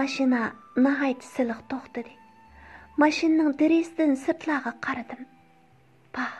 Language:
Uyghur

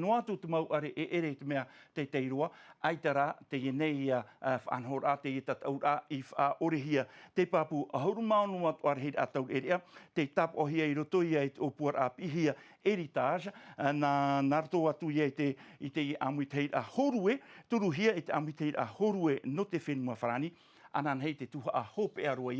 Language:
Tahitian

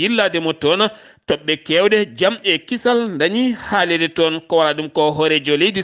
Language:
Fula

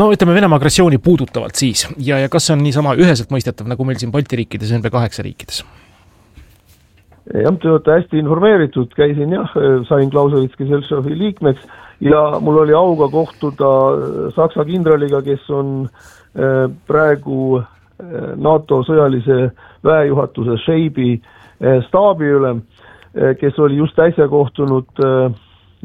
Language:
Estonian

